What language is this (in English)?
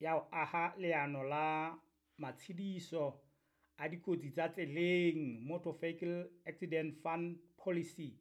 Southern Sotho